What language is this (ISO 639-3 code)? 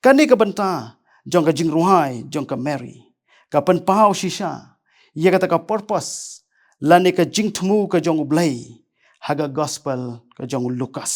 kha